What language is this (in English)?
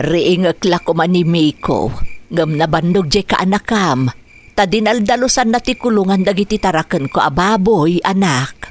Iloko